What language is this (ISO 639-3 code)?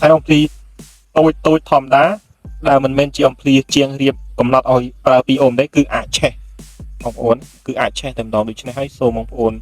khm